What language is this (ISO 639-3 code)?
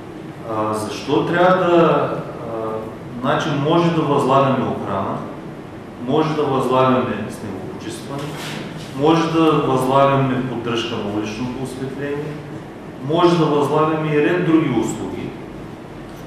bul